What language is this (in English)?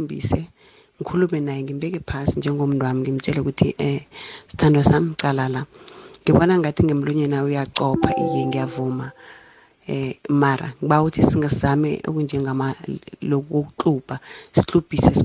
South Ndebele